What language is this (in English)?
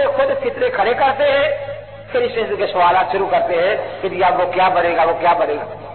Urdu